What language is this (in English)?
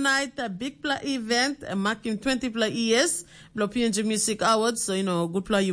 Tok Pisin